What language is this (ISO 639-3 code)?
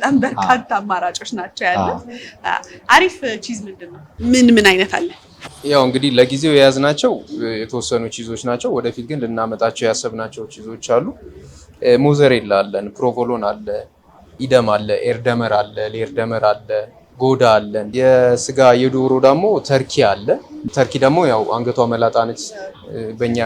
amh